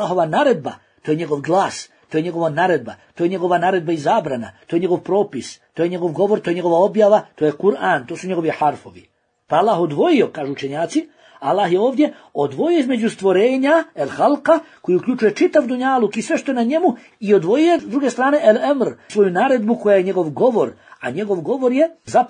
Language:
Bosnian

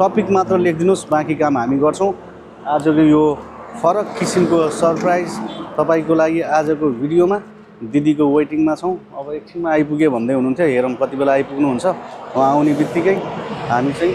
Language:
Nepali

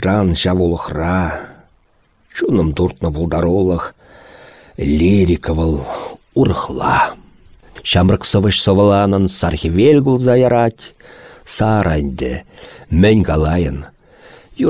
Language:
Chuvash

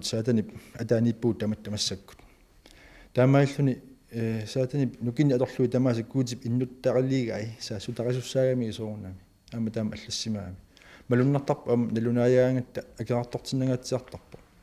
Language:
Kalaallisut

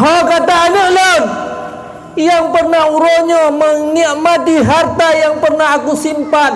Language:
Achinese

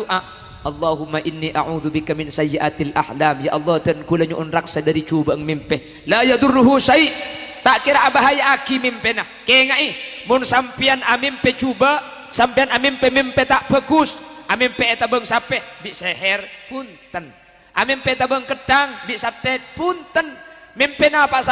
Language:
Madurese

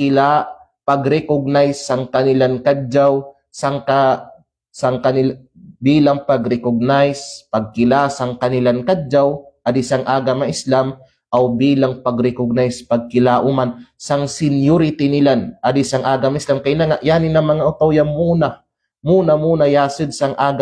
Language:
Kalagan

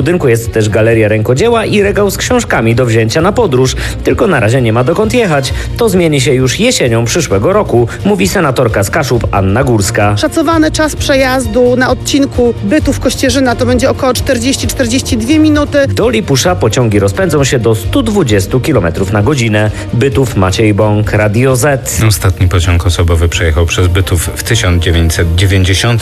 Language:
Polish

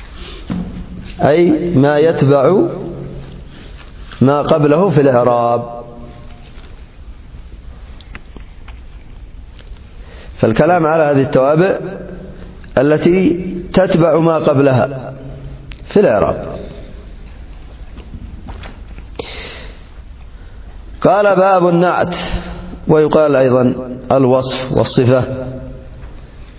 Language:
Arabic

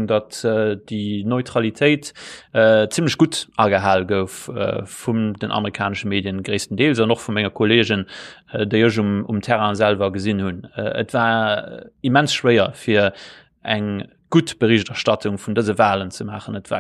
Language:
Luxembourgish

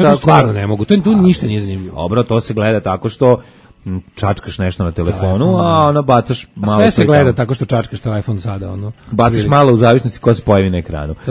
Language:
Serbian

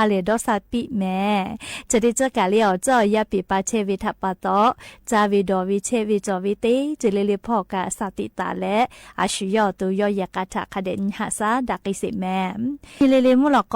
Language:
Lahu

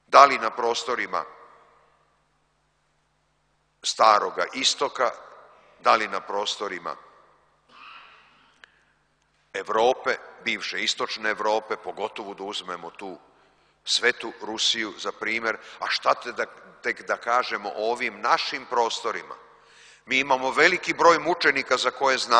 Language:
Serbian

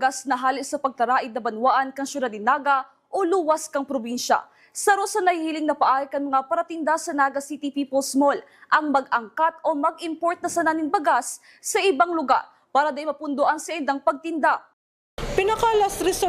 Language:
Bikol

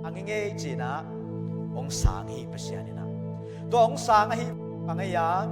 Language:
Tedim Chin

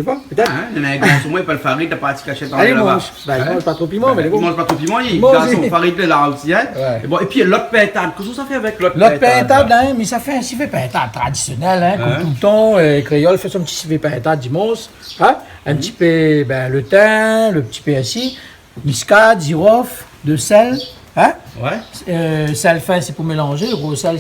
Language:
Réunion Creole French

